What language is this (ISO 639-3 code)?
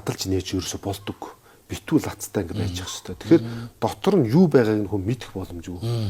mon